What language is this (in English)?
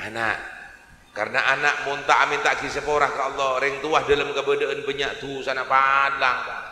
Madurese